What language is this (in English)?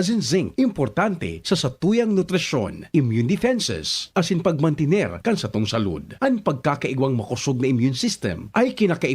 Bikol